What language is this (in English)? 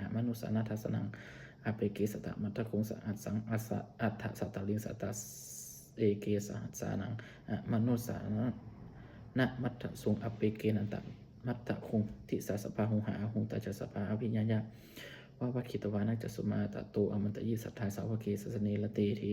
Pali